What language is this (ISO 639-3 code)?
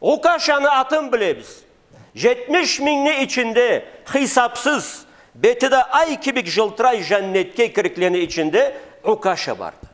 krc